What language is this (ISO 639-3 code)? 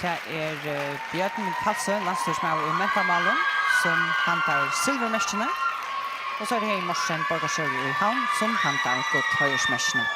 fao